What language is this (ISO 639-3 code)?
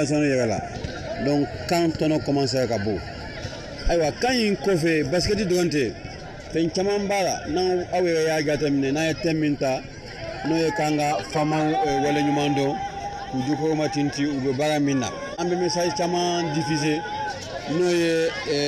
bam